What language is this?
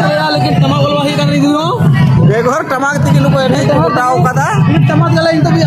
Santali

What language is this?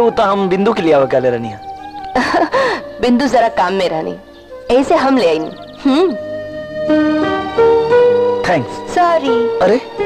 Bhojpuri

